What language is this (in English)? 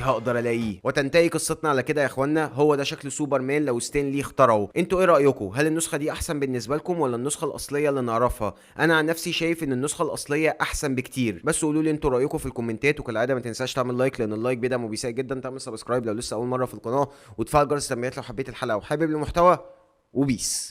Egyptian Arabic